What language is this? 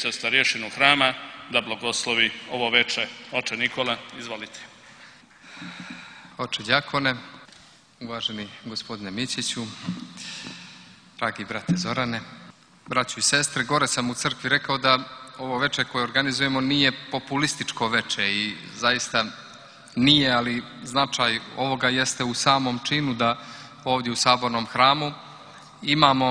Serbian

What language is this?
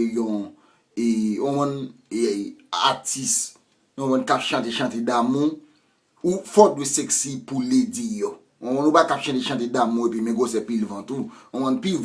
Haitian Creole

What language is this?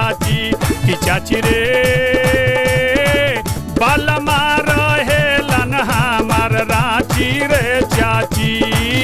Bhojpuri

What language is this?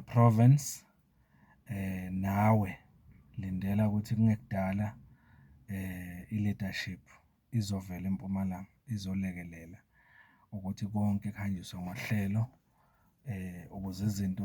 Zulu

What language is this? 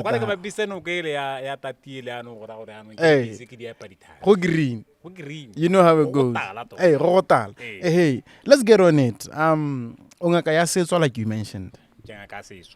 Tswana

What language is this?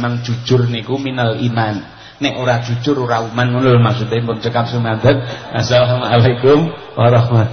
Javanese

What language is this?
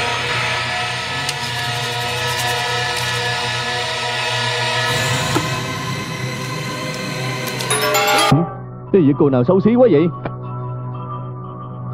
Vietnamese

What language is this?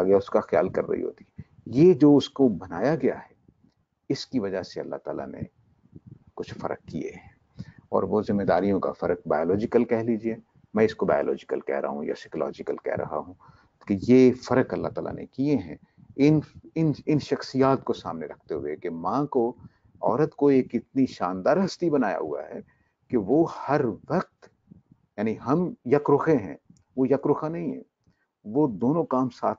Urdu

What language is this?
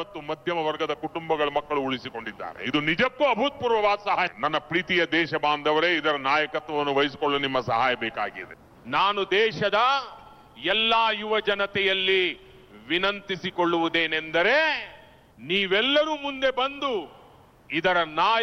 Kannada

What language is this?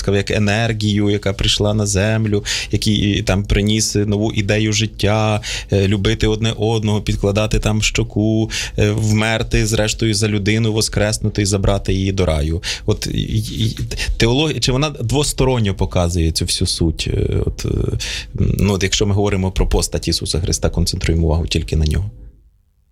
Ukrainian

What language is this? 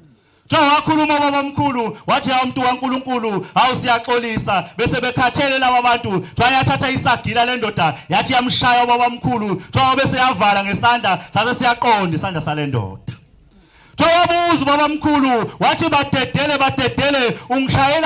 Zulu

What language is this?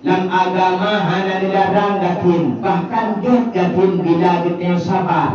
Achinese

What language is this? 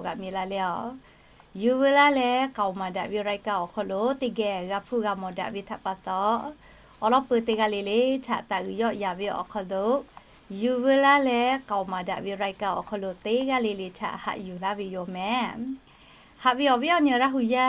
Lahu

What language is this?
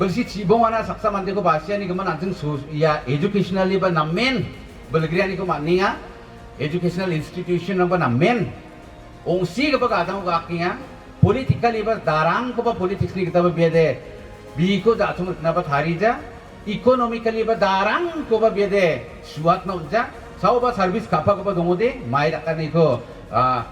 Garo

